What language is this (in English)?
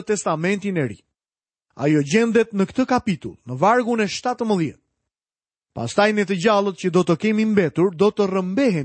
Albanian